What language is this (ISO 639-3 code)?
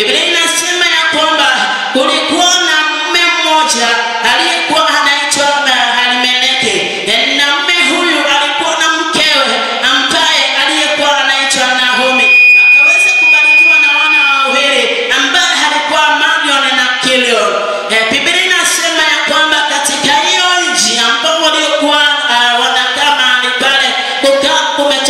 swa